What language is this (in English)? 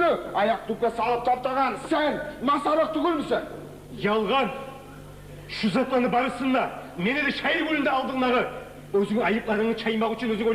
Kumyk